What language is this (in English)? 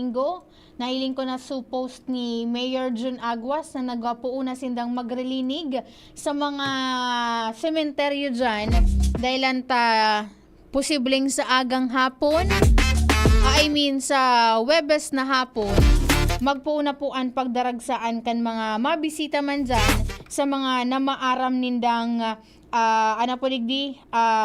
Bikol